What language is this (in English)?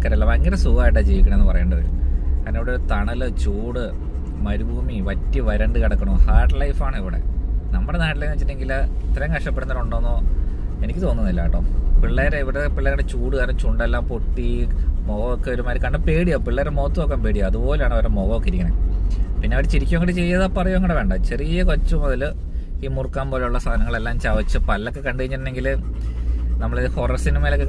Malayalam